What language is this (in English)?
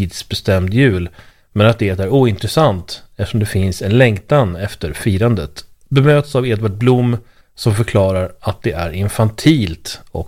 Swedish